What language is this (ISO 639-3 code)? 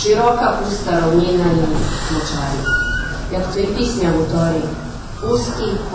rue